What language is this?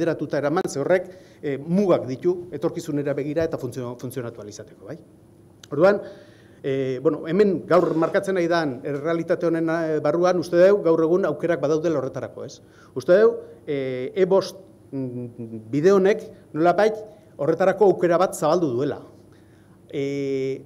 Basque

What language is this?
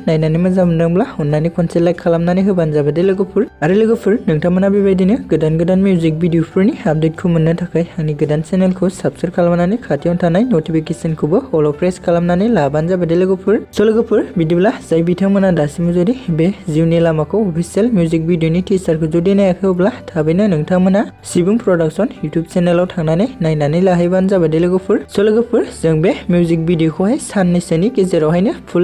Bodo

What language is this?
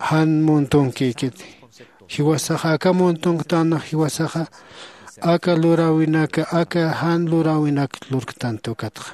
Aymara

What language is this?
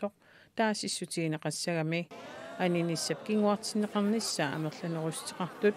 Kalaallisut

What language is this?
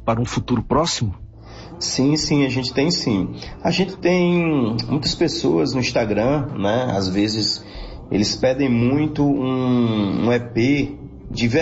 Portuguese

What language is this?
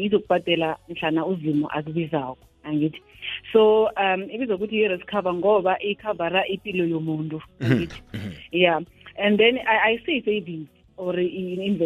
South Ndebele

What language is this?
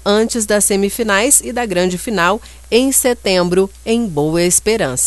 Portuguese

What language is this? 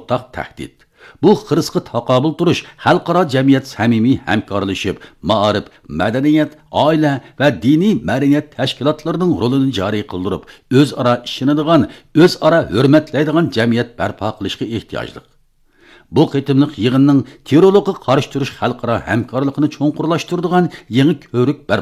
Uyghur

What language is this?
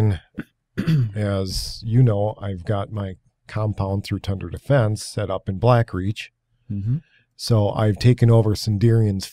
English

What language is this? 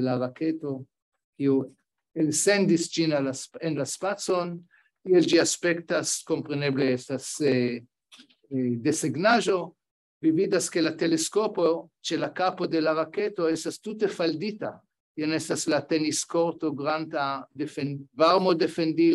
Esperanto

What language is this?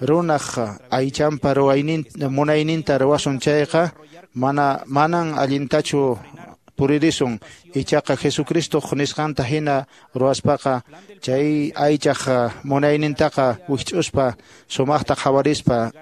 Quechua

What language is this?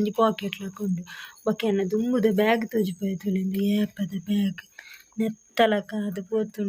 Tulu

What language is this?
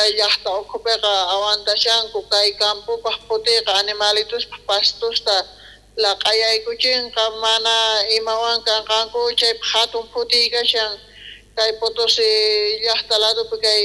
South Bolivian Quechua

